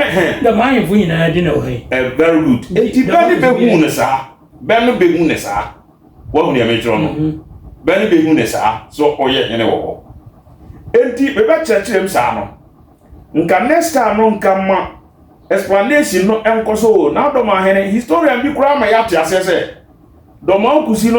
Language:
Akan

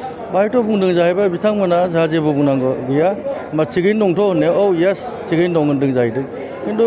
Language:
Bodo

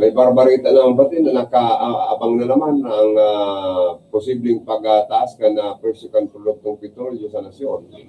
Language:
Bikol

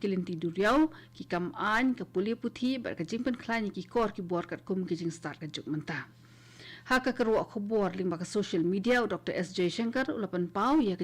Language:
Khasi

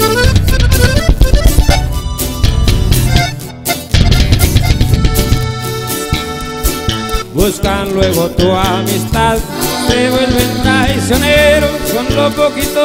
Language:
Spanish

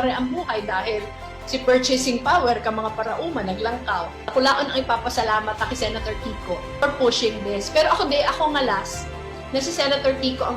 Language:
Bikol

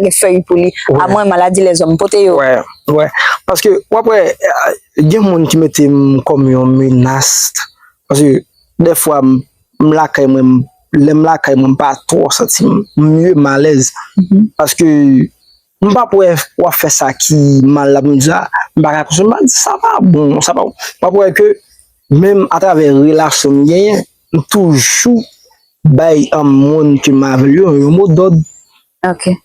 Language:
Haitian Creole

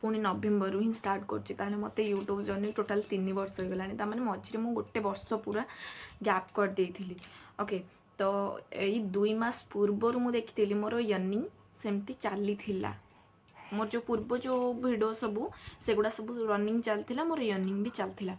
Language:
Odia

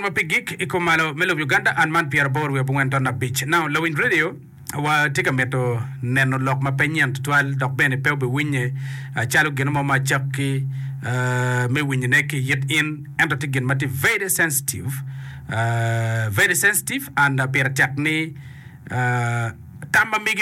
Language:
Acoli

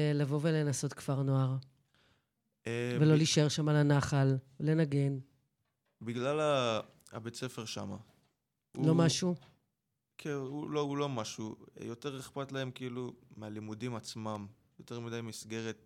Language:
Hebrew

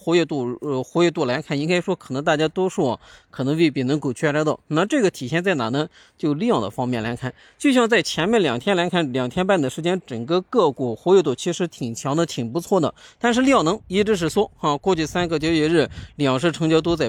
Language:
Chinese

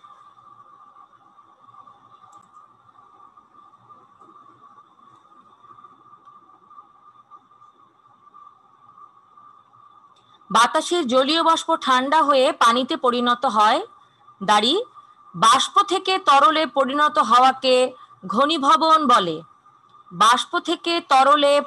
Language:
Bangla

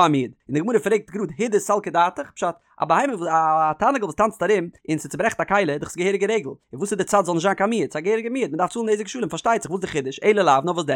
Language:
Yiddish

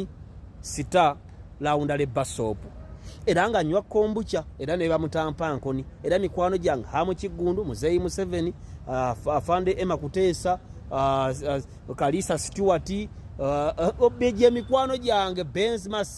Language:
Ganda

